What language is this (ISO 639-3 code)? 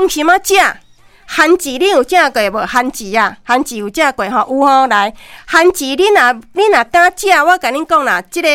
nan